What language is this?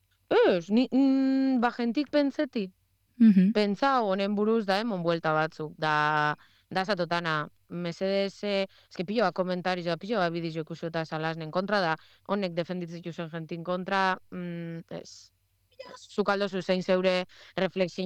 Basque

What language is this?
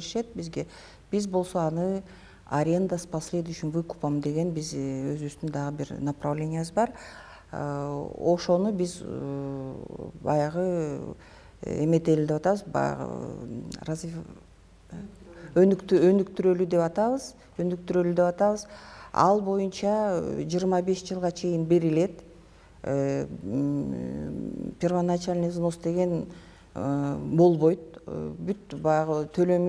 Kyrgyz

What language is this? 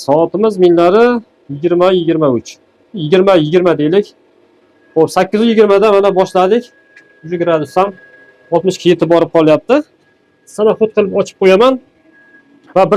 Uzbek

